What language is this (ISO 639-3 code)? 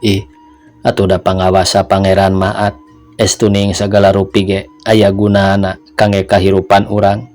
sun